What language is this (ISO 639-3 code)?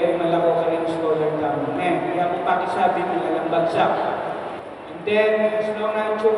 pam